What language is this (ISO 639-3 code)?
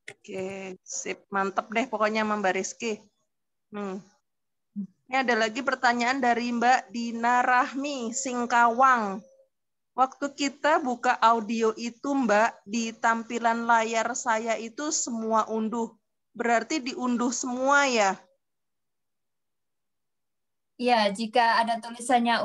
ind